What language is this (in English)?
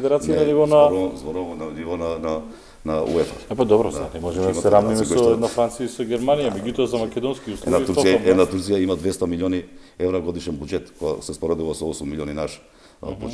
Macedonian